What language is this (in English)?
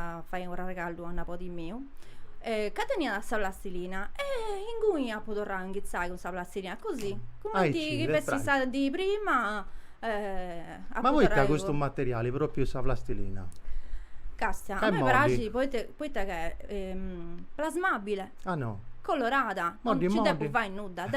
Sardinian